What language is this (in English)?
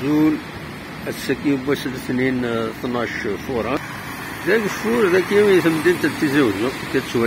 Kabyle